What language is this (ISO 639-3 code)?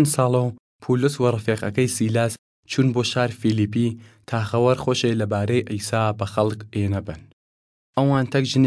sdh